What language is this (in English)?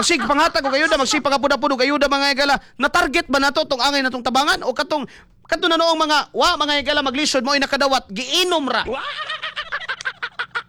Cebuano